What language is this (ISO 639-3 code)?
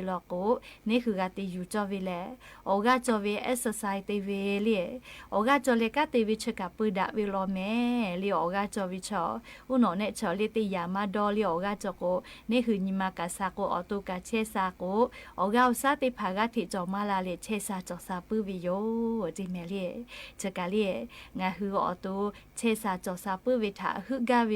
lhu